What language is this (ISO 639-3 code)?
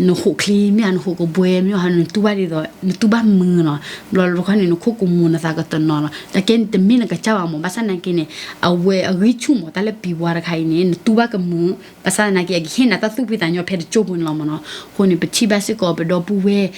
ksw